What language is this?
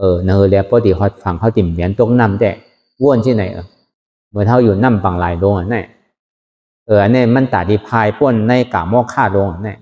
Shan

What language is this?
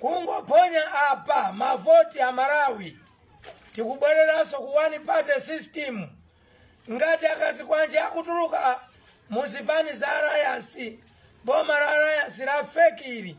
Nyanja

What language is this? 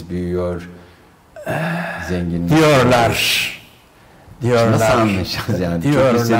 Turkish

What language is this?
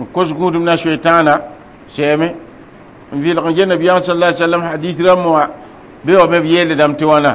Mossi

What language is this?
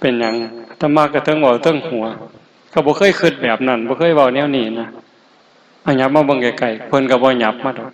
Northeastern Thai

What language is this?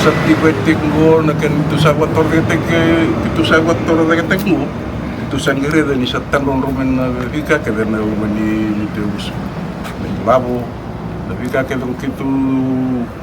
Fijian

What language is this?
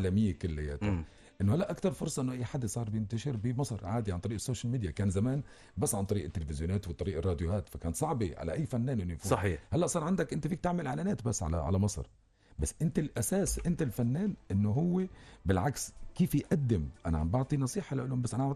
North Levantine Arabic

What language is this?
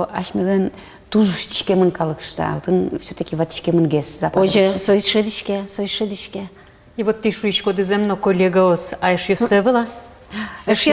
Udmurt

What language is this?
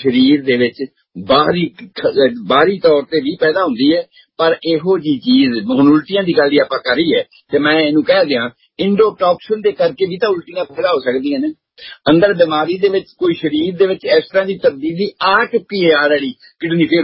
Punjabi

